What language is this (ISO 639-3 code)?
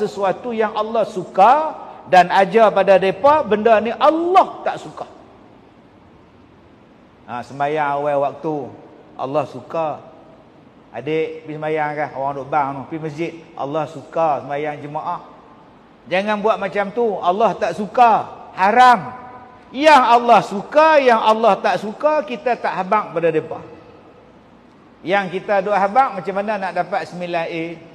msa